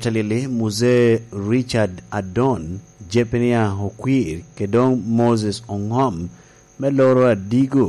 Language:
Lango (Uganda)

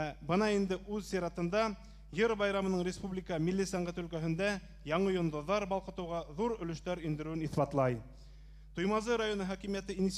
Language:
Bashkir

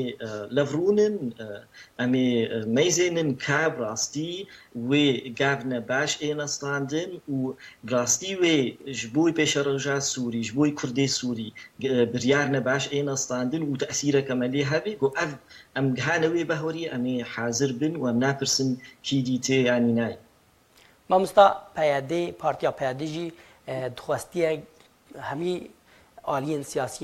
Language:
Kurdish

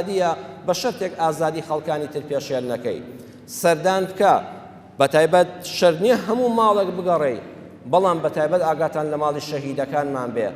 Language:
Central Kurdish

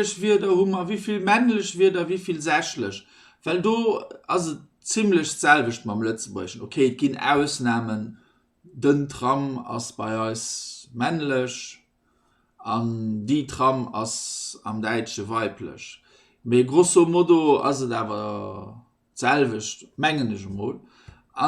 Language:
Luxembourgish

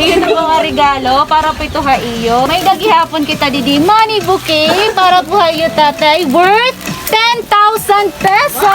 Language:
Waray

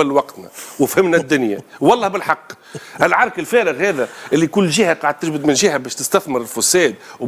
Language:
Tunisian Arabic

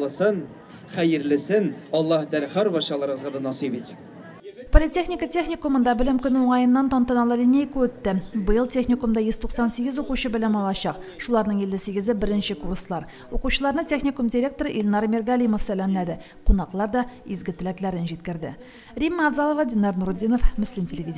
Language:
Tatar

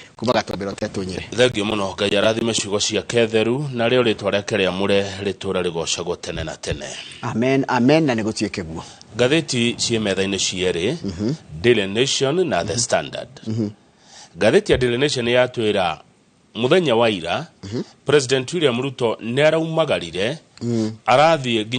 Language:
Kikuyu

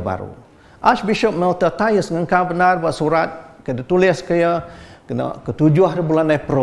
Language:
Iban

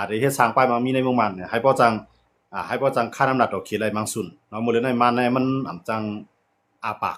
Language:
Shan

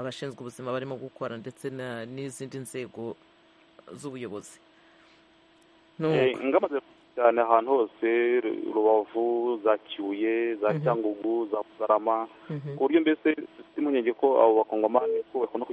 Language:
Kinyarwanda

